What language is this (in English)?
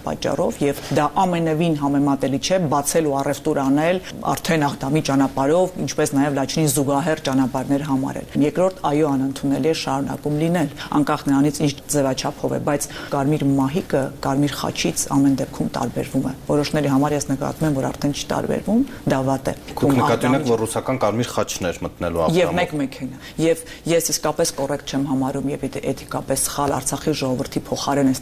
Armenian